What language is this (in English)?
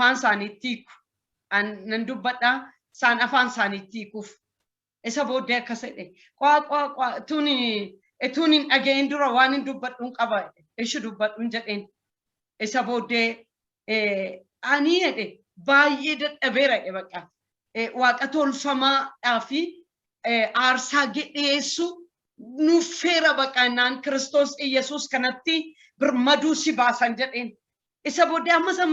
Oromo